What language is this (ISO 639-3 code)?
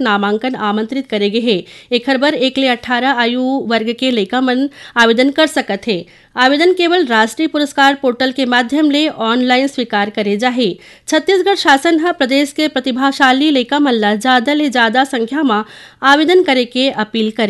hne